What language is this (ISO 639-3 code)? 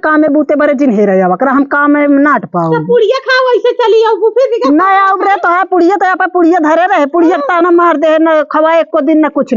awa